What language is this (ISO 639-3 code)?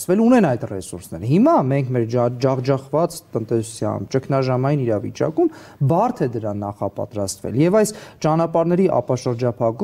hye